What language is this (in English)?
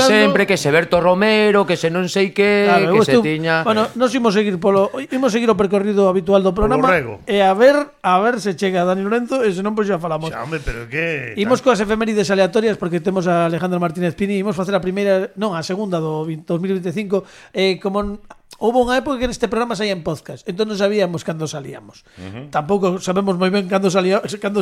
Galician